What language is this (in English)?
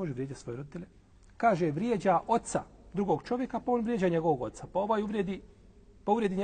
Bosnian